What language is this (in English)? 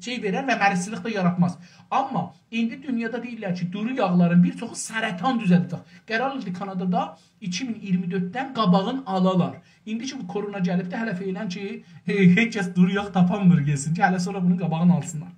South Azerbaijani